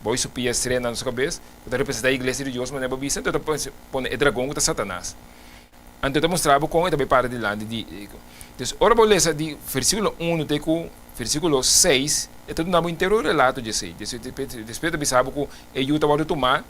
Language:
Papiamento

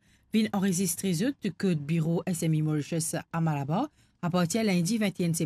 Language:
Morisyen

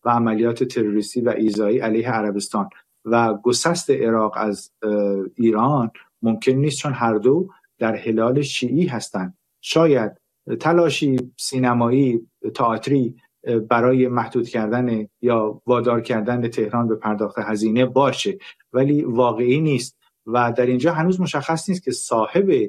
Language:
Persian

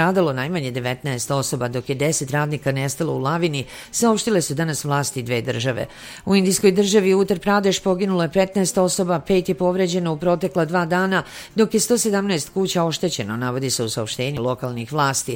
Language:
Serbian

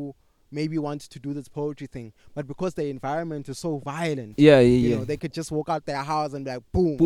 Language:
English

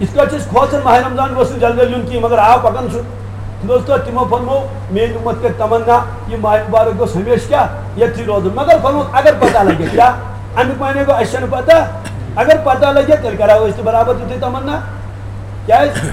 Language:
Kashmiri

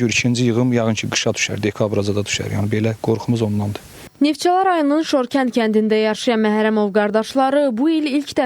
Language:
Azerbaijani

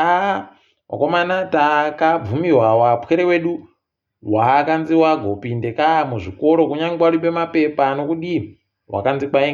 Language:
Ndau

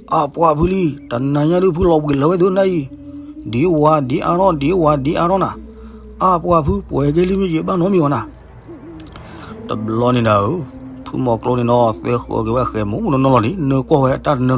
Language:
S'gaw Karen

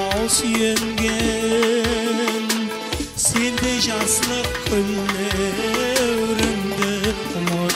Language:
Kara-Kalpak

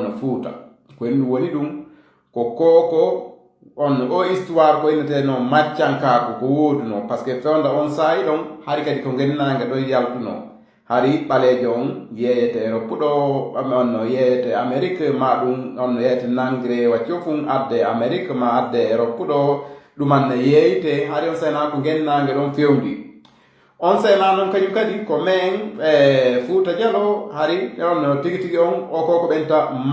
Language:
Fula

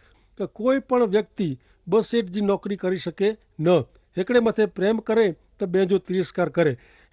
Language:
Kachhi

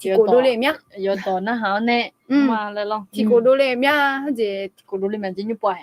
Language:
Akha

